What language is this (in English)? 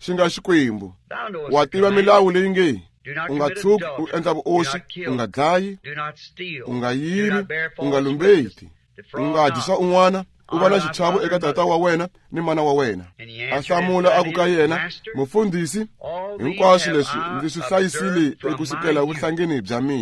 Tsonga